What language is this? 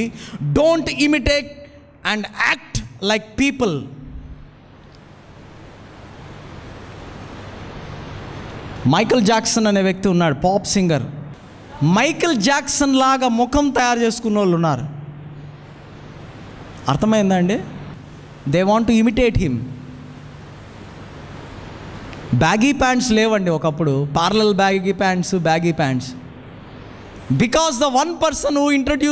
Telugu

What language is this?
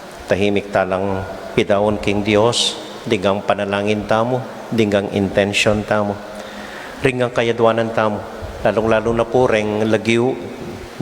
Pampanga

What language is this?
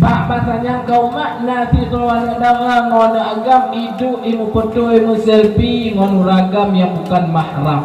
Achinese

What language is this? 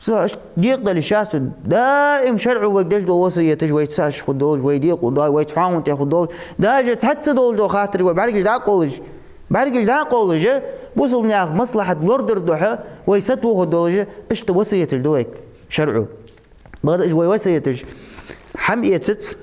Ingush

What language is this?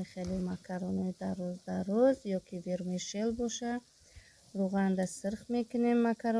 Tajik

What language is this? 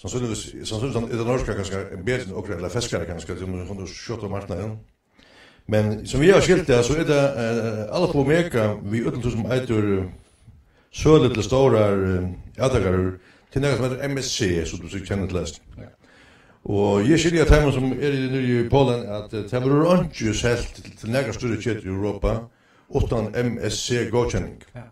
Faroese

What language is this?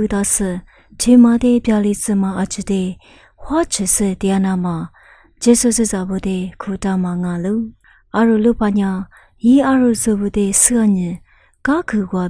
Lisu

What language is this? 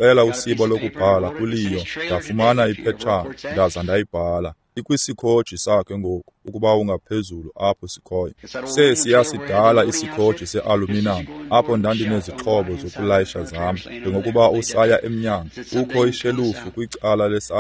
Xhosa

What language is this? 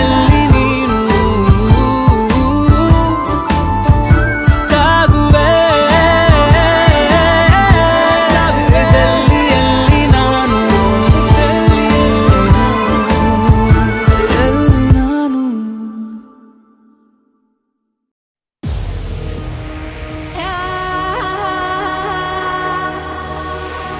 Kannada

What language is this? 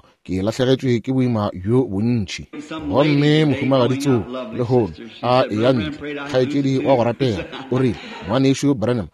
Northern Sotho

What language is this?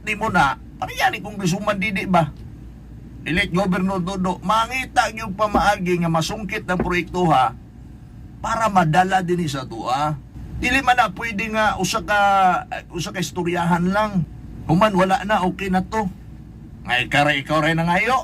Cebuano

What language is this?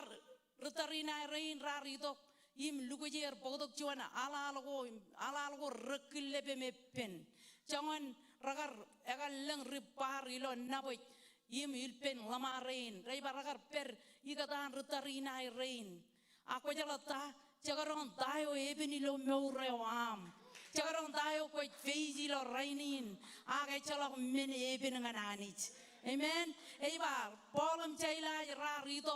Marshallese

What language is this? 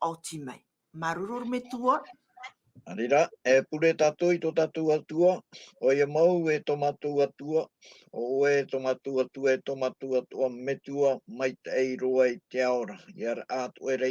Tahitian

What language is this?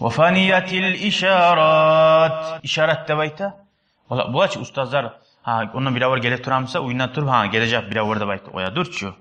Kumyk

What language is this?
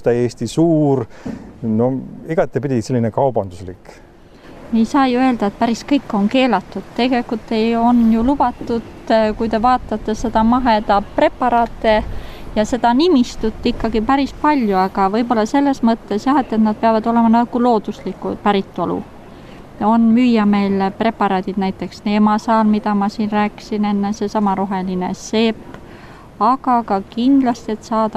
Estonian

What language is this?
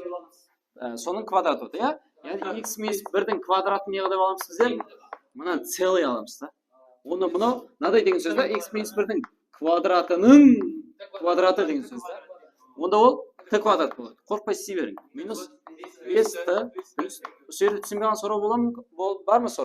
Kara-Kalpak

